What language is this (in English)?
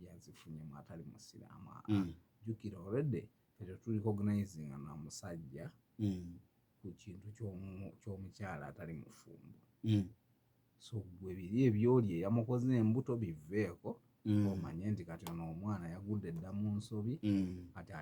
Ganda